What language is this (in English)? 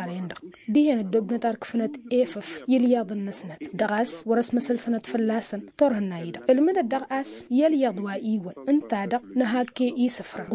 Tamasheq